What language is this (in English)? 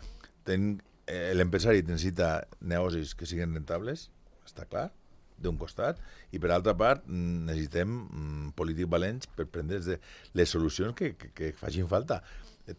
Catalan